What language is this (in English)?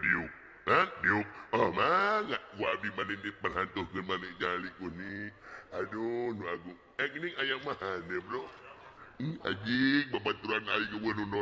Sundanese